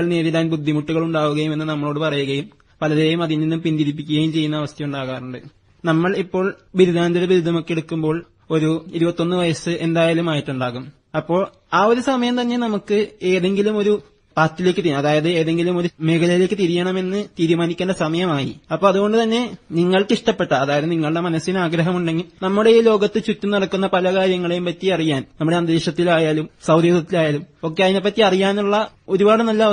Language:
Malayalam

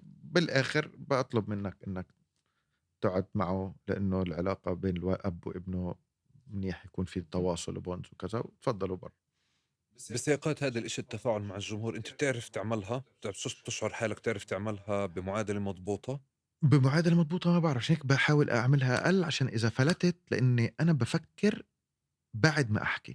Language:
North Levantine Arabic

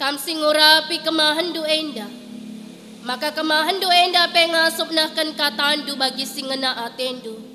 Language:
Batak Karo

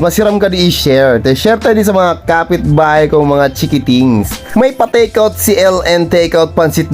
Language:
Bikol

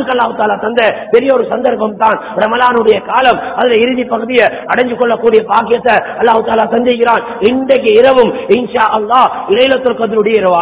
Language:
Tamil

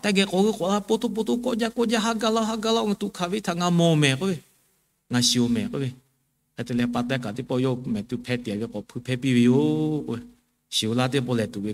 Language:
Lahu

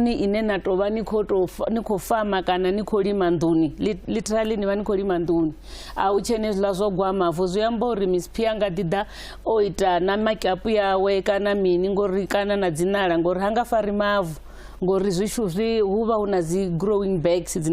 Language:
Venda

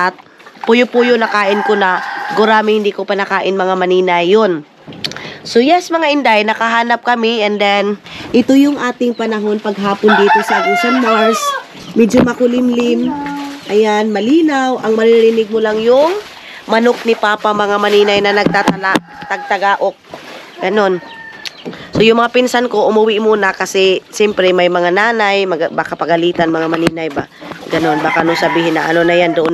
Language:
Filipino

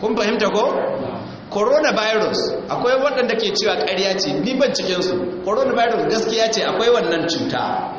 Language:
Hausa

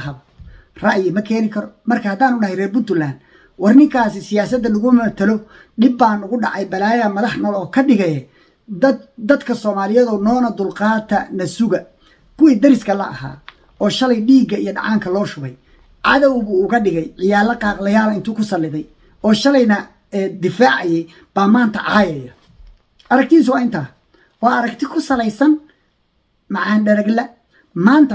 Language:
Somali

